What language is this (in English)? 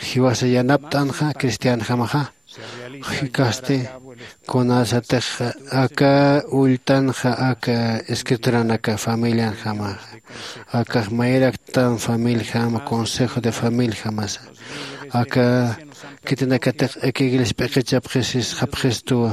Aymara